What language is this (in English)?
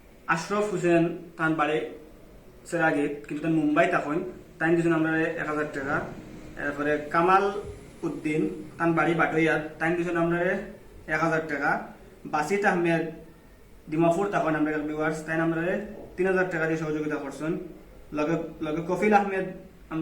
Sylheti